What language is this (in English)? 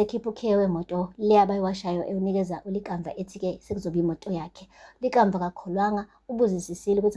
Zulu